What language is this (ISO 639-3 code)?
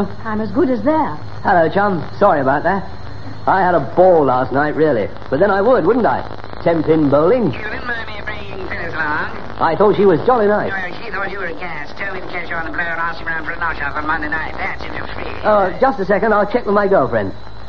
eng